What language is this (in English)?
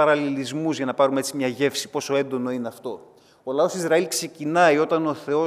Greek